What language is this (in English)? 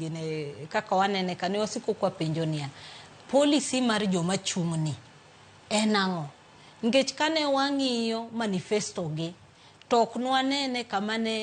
Luo (Kenya and Tanzania)